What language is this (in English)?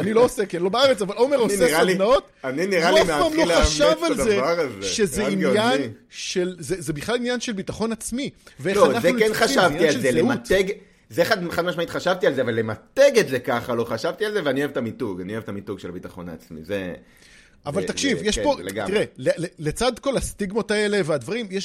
Hebrew